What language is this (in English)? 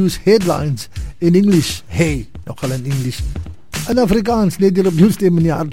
Afrikaans